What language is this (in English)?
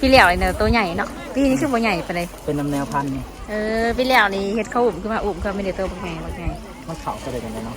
Lao